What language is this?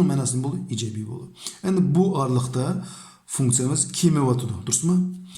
Uyghur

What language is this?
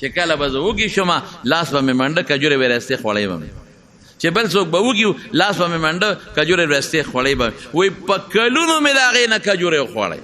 Pashto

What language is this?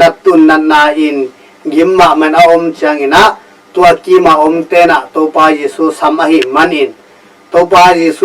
Tedim Chin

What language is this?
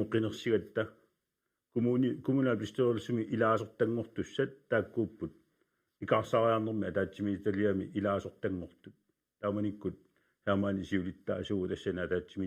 Kalaallisut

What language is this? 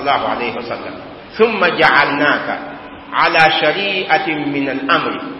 Mossi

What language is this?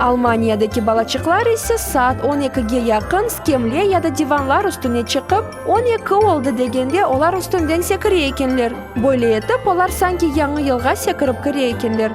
Crimean Tatar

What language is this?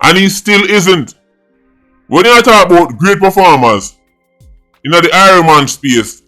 Jamaican Creole English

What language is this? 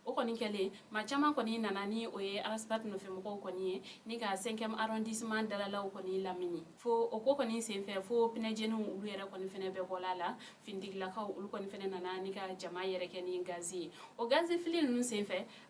Bambara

